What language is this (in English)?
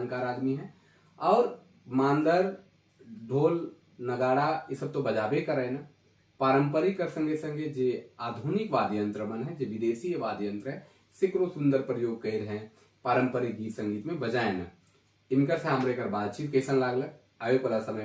Sadri